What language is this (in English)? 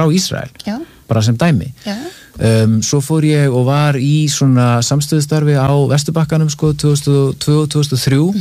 Icelandic